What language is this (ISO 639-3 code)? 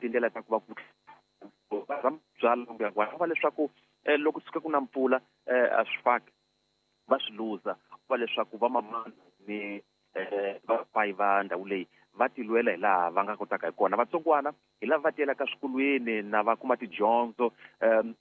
tso